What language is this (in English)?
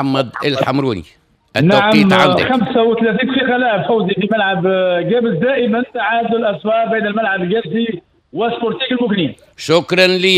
Tunisian Arabic